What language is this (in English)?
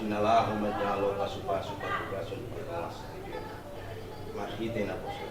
Batak Toba